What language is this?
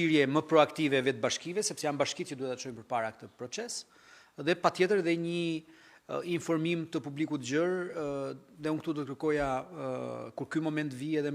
Albanian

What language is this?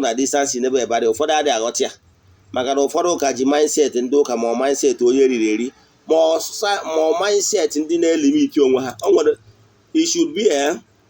Igbo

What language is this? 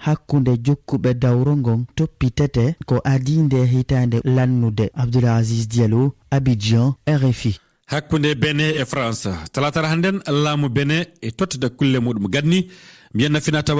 Fula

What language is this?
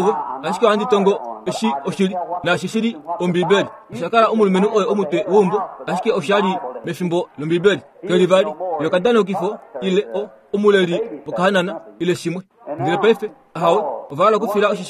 Kuanyama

